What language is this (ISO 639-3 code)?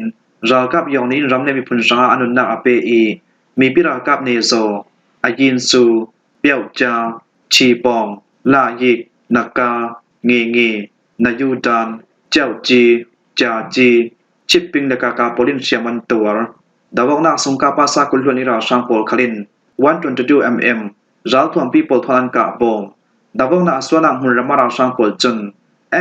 cfm